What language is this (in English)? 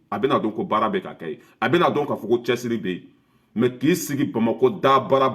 Bambara